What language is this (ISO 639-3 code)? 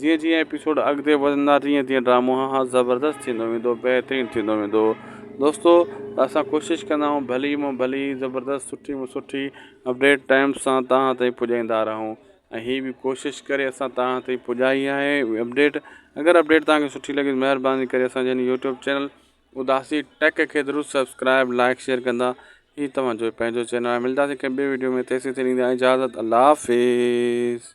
snd